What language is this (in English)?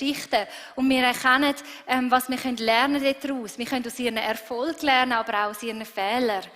Swiss German